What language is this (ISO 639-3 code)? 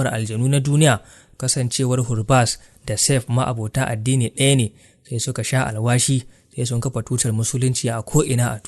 hau